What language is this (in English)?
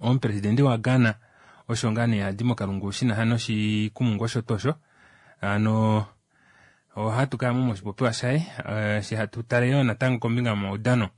Kuanyama